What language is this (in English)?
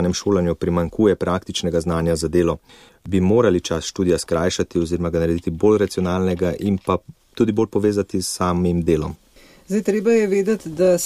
Slovenian